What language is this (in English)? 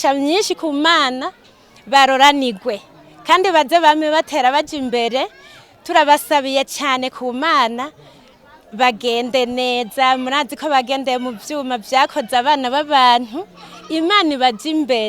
Rundi